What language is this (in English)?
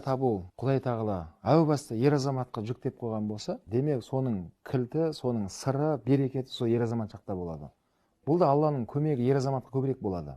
Kazakh